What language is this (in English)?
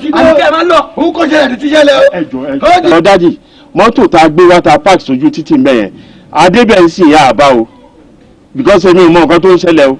Yoruba